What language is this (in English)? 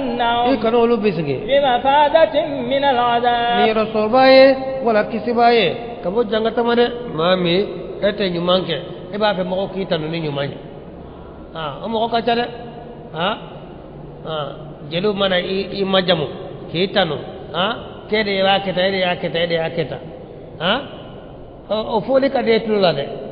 Bambara